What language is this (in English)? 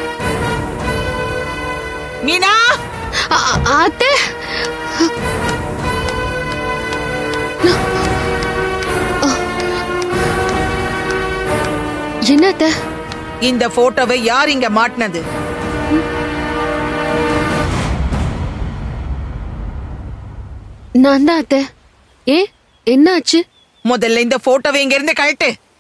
Tamil